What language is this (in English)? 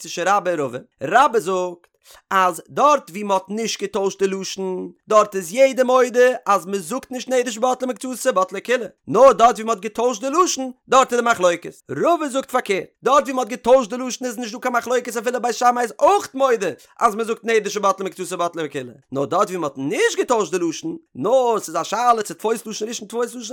Yiddish